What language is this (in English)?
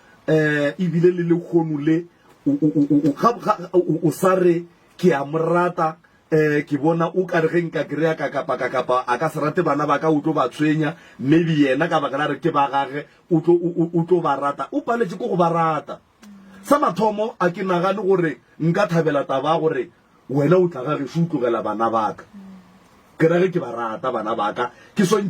Northern Sotho